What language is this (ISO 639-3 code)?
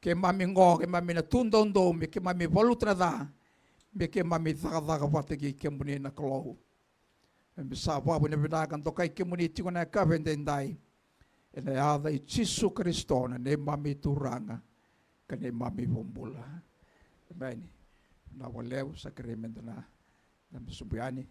fij